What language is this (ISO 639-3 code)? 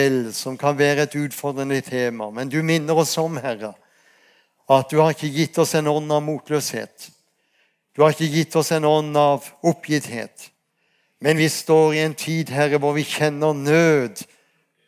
nor